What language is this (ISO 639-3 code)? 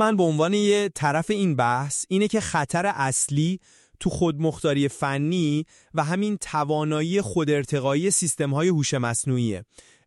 fas